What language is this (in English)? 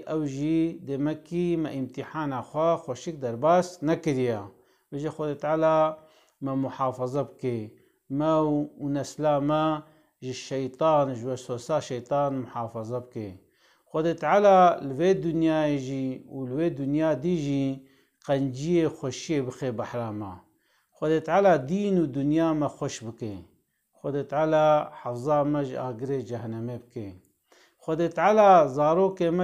Kurdish